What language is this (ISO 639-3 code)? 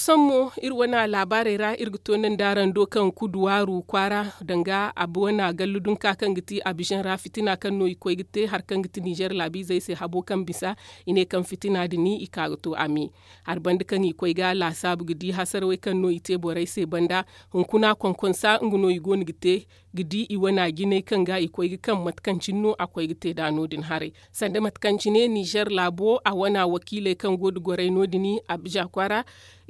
dje